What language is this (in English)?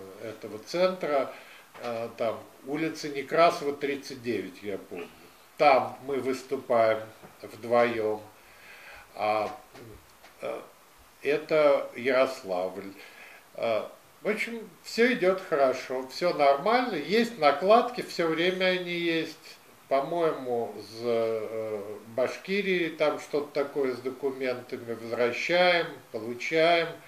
Russian